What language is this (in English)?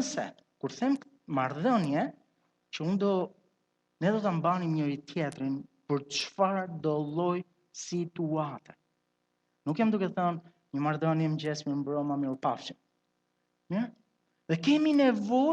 Albanian